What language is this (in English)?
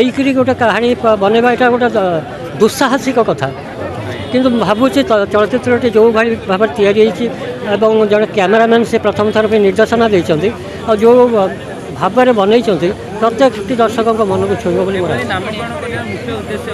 Odia